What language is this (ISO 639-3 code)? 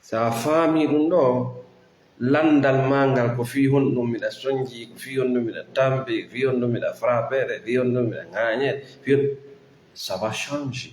ful